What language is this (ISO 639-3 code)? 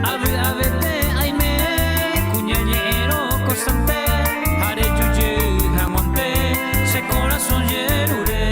grn